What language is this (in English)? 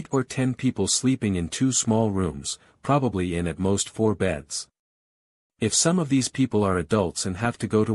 English